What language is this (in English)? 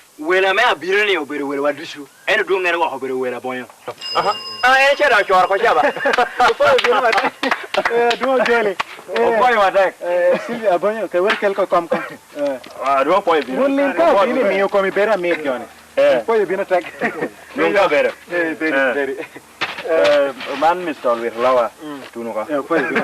Lango (Uganda)